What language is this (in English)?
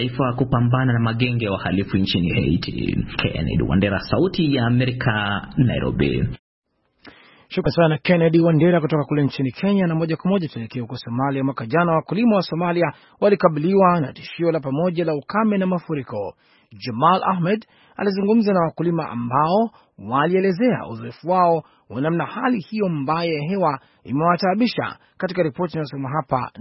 Swahili